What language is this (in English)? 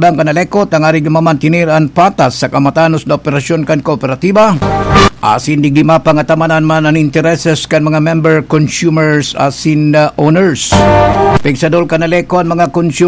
Bikol